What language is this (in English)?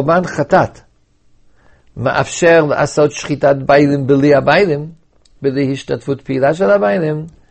Hebrew